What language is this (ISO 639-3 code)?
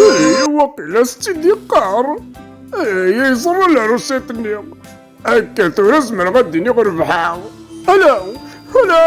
kab